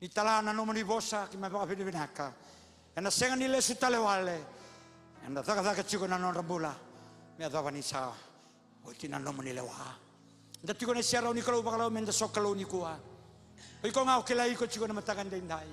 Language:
Fijian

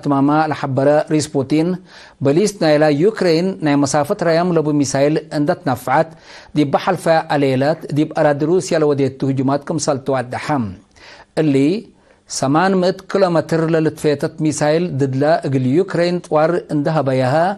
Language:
Tigre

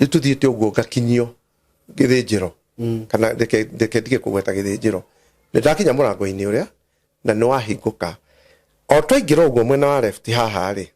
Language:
Kikuyu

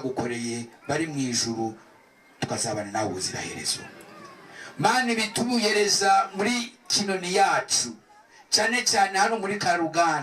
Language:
Kinyarwanda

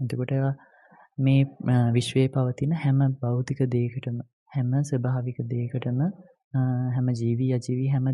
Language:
Sinhala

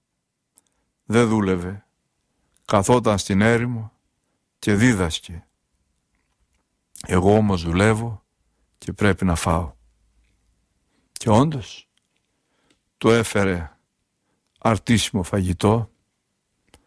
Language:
Greek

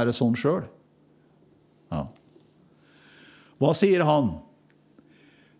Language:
Norwegian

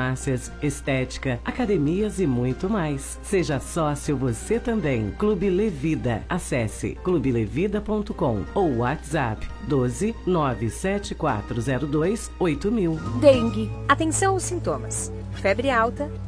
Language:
Portuguese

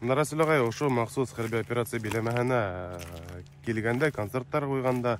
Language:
Bashkir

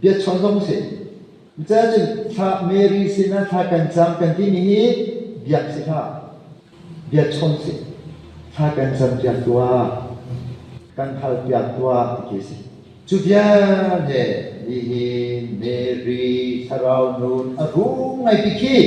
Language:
Hakha Chin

